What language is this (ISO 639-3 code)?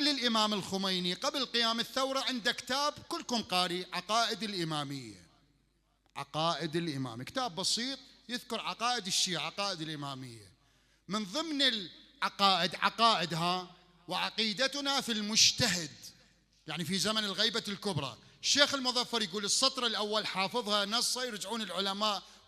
acm